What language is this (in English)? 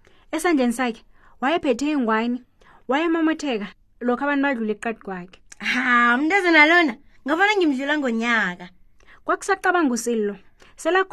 South Ndebele